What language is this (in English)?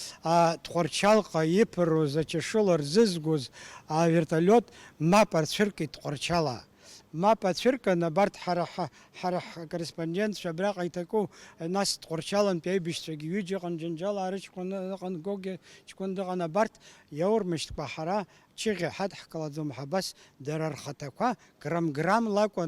Abkhazian